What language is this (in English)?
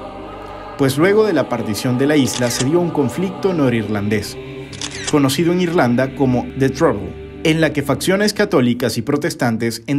Spanish